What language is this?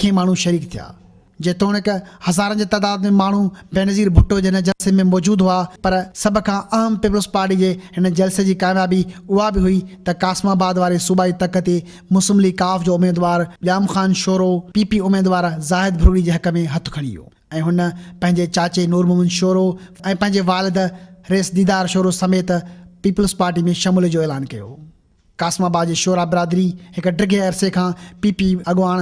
Sindhi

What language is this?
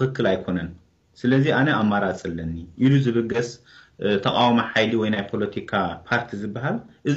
Tigrinya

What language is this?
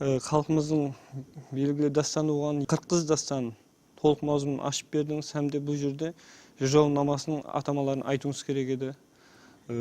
Kara-Kalpak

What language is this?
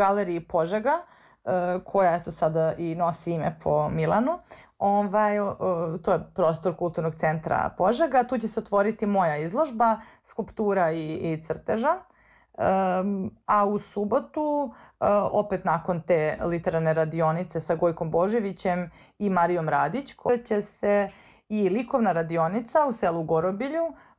Serbian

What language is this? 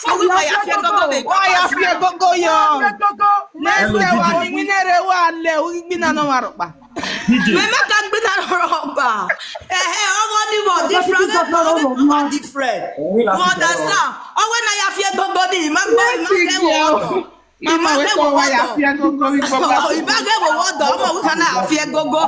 Nigerian Pidgin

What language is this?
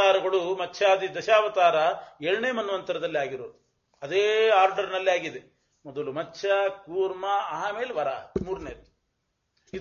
Kannada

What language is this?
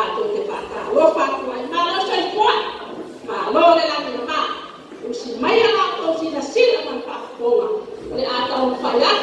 Samoan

